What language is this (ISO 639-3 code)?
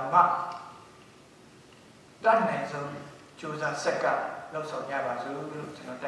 mya